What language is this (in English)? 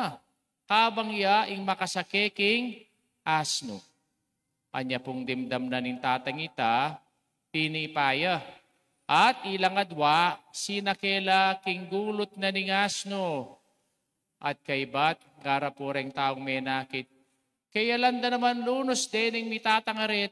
Pampanga